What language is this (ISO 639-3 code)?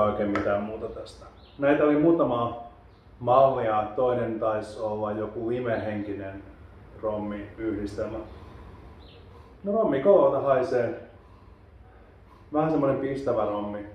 fin